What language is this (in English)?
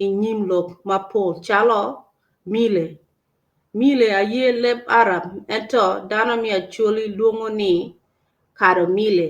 Acoli